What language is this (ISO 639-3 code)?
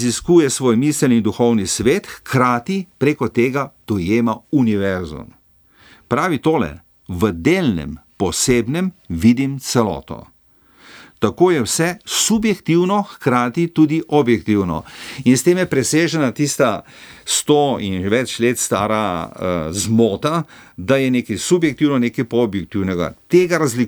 slv